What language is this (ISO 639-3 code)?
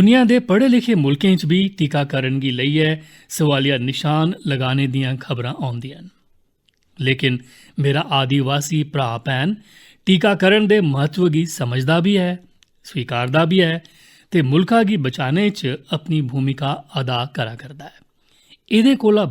doi